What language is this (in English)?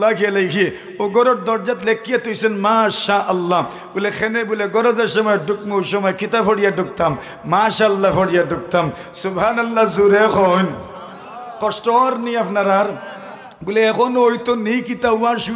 Sylheti